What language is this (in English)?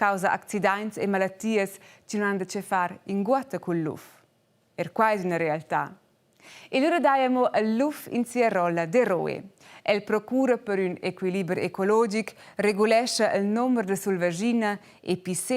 Romansh